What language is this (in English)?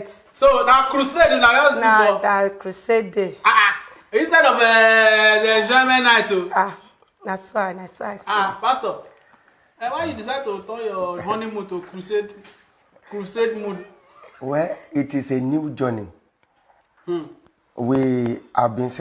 Nigerian Pidgin